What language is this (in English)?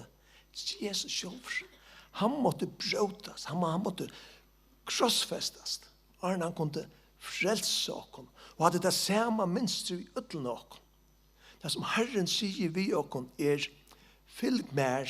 Faroese